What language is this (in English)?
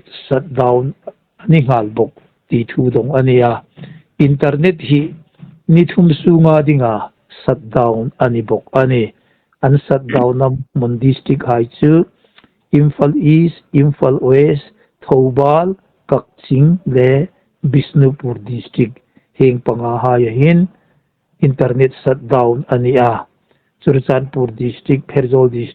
Hmar